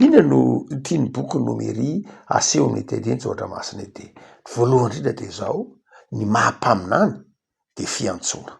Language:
Malagasy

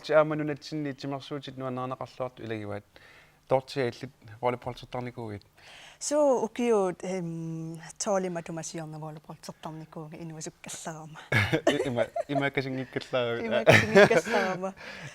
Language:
Kalaallisut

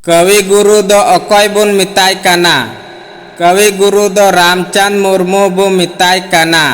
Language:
Santali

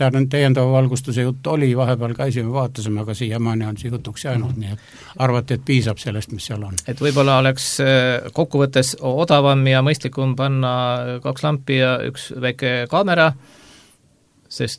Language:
Estonian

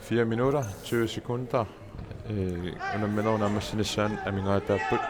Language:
Kalaallisut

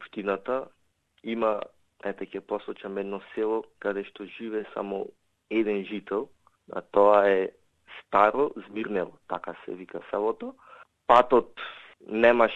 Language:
Macedonian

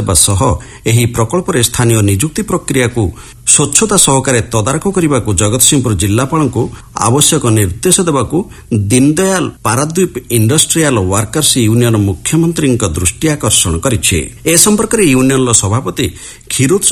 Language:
Odia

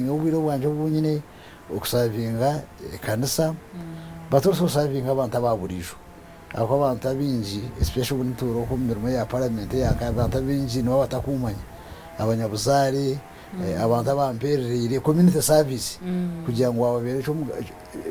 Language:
Nyankole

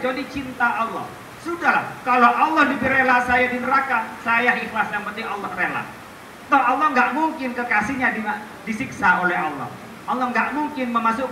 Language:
Indonesian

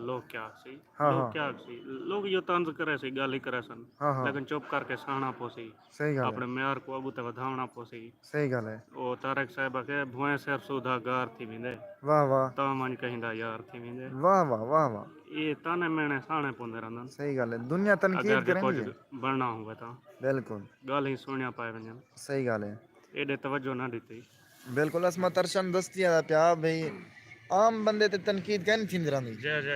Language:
Saraiki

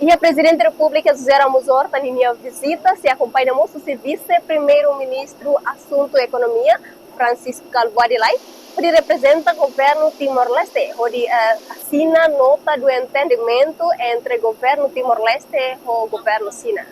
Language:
Tetum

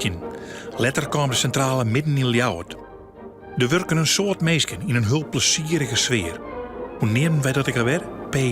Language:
Western Frisian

